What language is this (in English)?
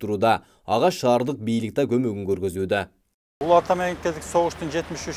Kyrgyz